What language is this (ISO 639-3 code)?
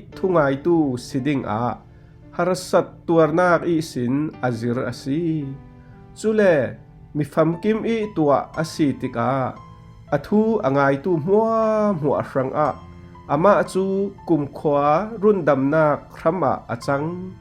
cfm